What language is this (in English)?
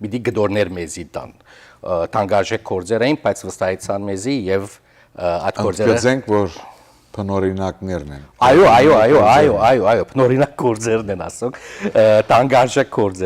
Western Armenian